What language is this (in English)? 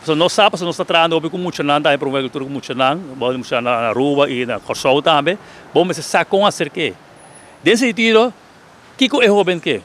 Papiamento